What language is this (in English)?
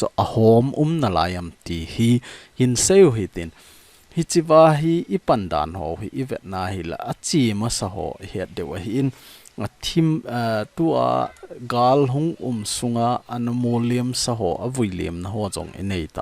Thado Chin